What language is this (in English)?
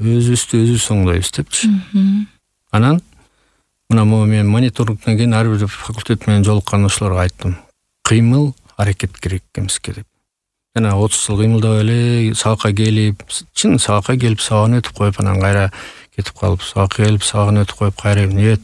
Kyrgyz